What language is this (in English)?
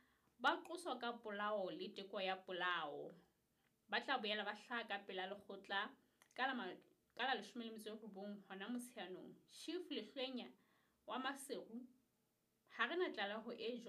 Southern Sotho